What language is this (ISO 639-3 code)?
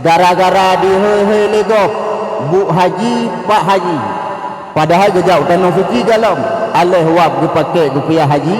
ace